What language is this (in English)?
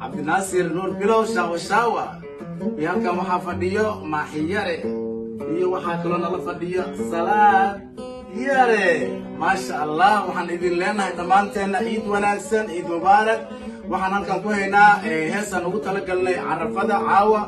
Somali